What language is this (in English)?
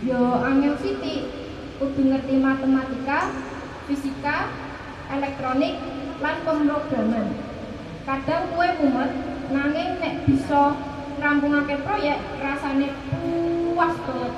Javanese